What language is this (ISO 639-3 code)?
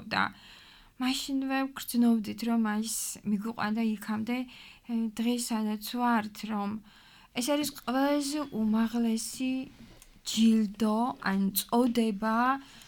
kat